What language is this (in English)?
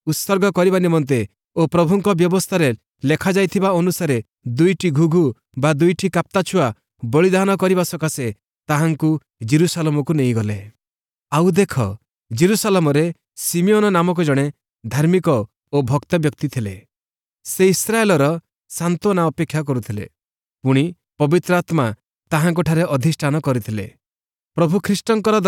Odia